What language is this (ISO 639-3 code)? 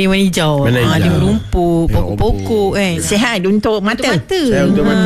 msa